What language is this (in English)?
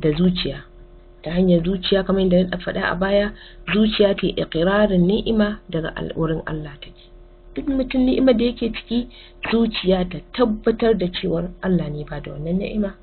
Hausa